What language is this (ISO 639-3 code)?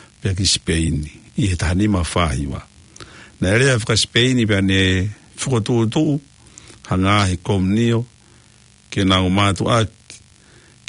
ton